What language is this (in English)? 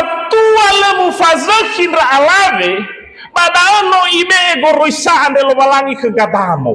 Nias